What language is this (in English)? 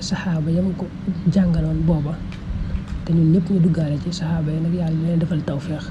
Wolof